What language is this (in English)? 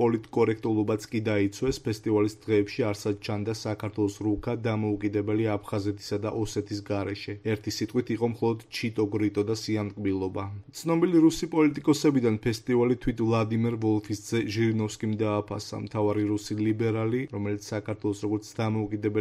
Georgian